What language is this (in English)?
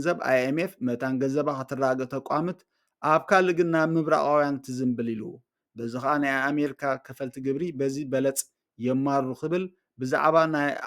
Tigrinya